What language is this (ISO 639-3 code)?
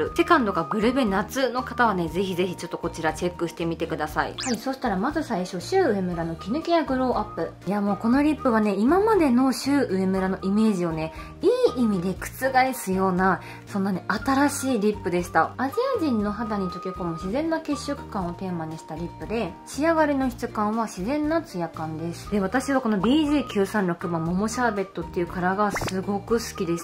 jpn